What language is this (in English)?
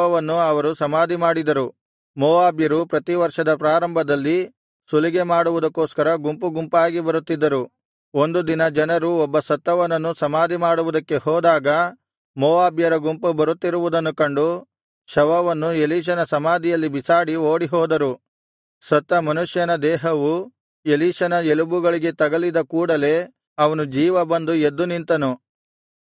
Kannada